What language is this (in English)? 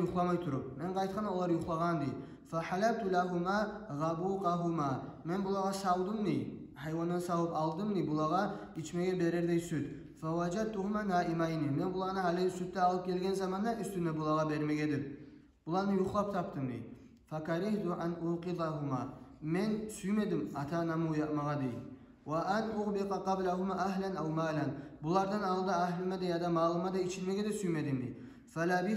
Kumyk